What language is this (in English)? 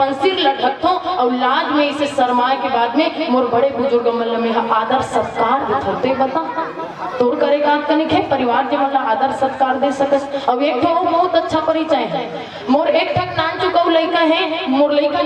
Chhattisgarhi